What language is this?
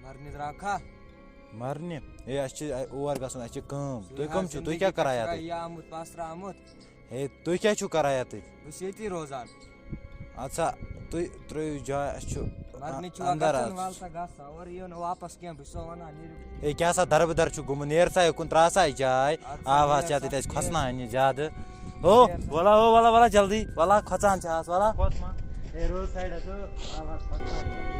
Kashmiri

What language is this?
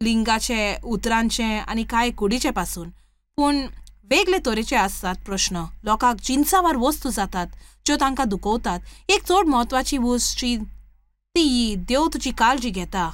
Konkani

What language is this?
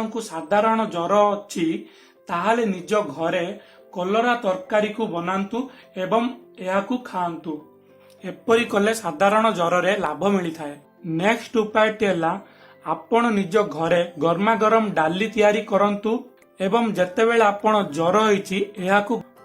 Odia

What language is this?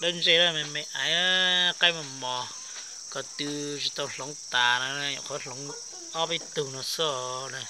Hmong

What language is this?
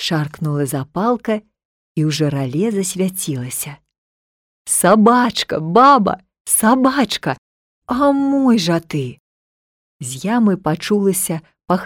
Belarusian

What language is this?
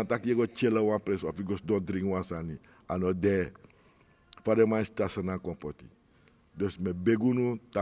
Sranan Tongo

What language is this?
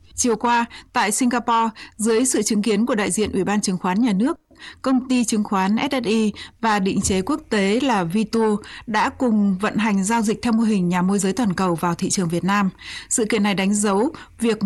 Vietnamese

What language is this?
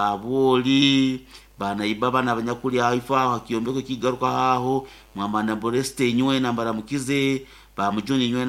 Nyoro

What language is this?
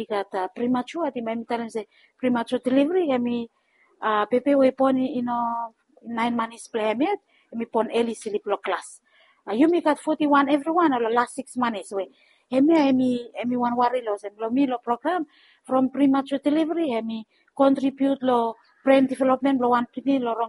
Bislama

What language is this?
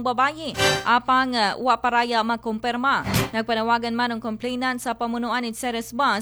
Aklanon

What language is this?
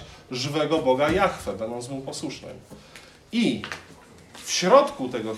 Polish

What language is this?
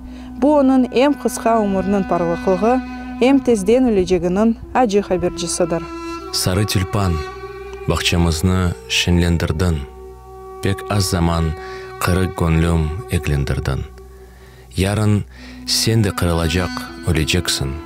Crimean Tatar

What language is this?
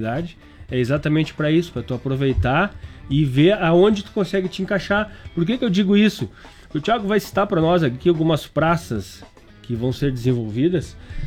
Portuguese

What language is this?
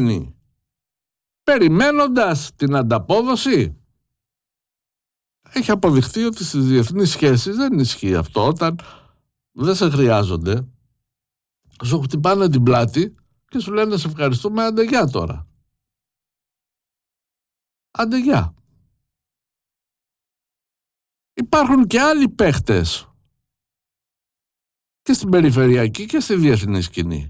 Greek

